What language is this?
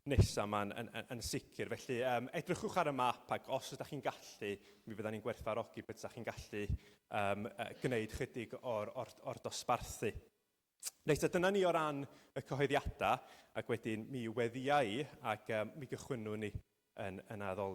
Welsh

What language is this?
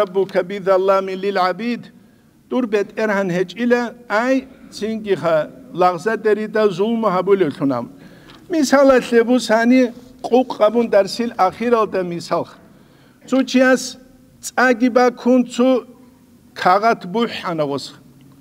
Avaric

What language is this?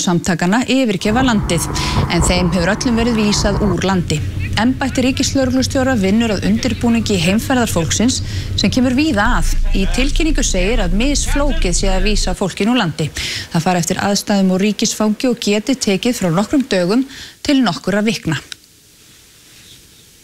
Icelandic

